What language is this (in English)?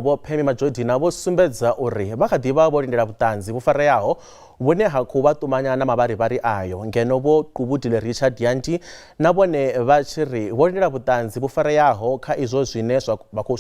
Venda